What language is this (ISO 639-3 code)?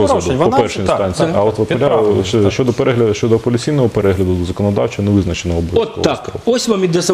ukr